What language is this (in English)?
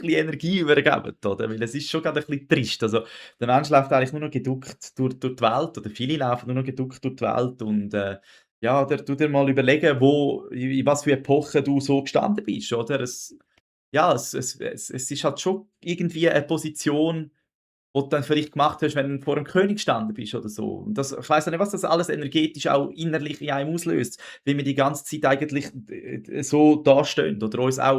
Swiss German